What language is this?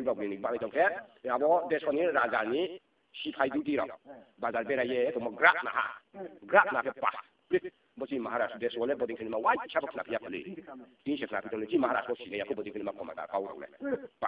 Riang (India)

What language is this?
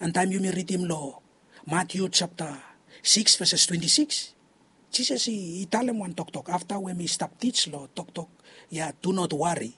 Bislama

